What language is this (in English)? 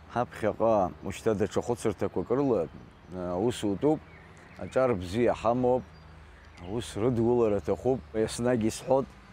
Abkhazian